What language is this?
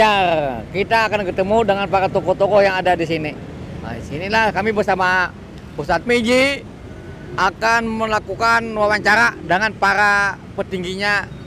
Banjar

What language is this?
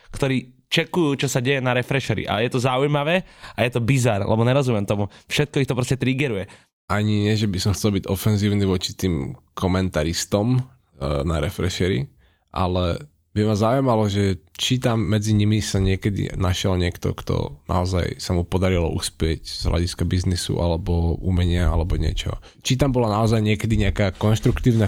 Slovak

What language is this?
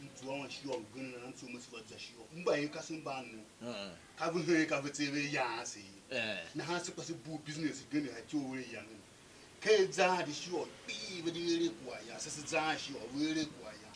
Tiv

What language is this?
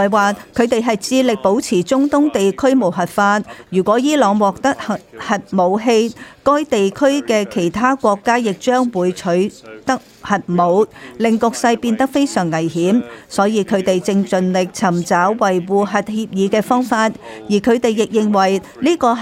Cantonese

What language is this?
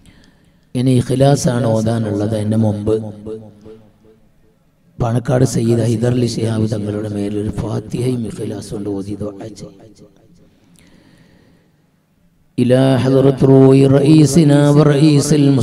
Malayalam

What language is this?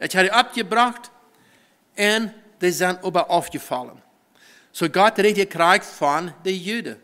Plautdietsch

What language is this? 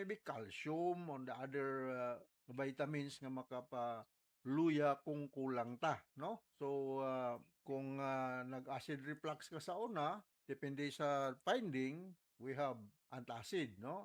Cebuano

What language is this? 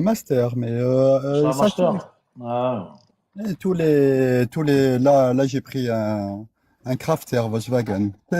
Kabyle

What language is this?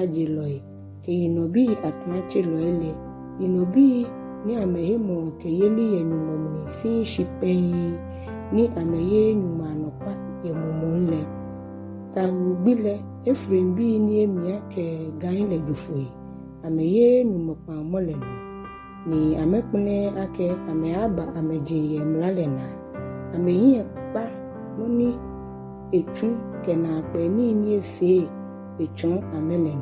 Ga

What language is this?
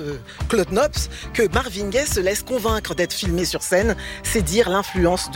French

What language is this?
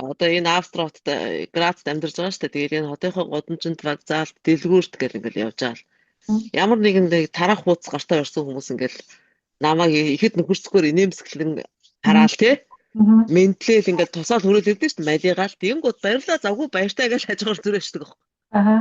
Mongolian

